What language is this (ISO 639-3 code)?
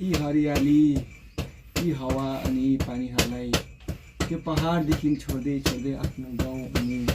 nep